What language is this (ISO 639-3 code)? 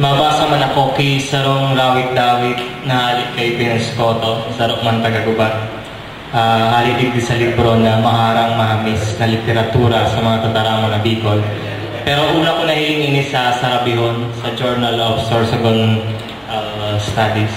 bik